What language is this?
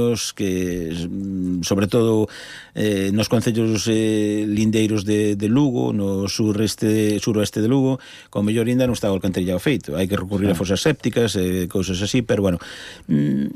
Galician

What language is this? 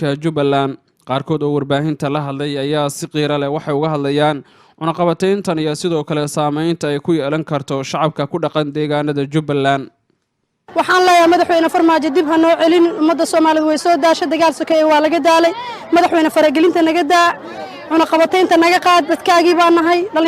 Somali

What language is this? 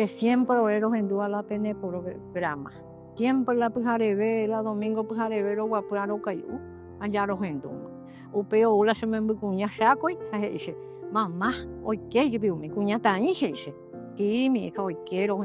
Guarani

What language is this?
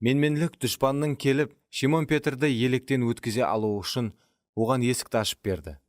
Kara-Kalpak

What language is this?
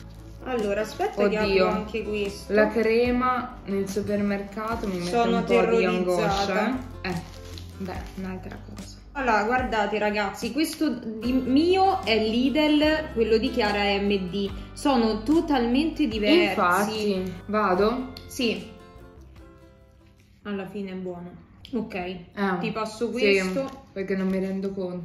Italian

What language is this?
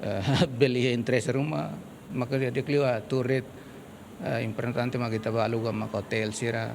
Tetum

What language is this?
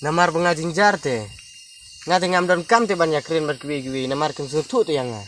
Khasi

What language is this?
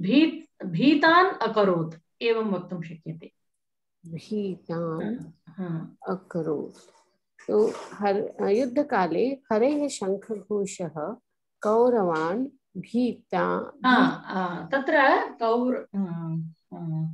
Sanskrit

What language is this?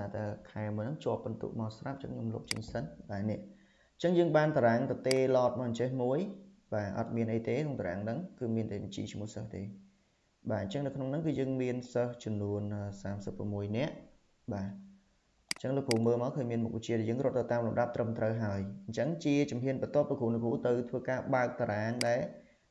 Khmer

